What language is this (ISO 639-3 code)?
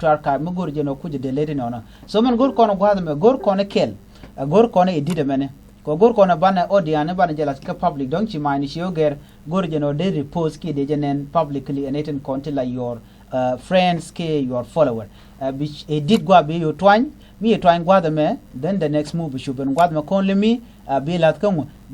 nus